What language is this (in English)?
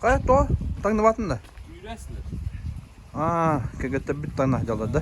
Yakut